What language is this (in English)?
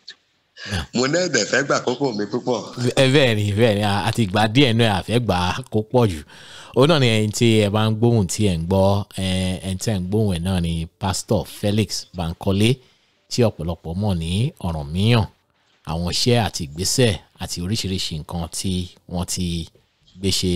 Yoruba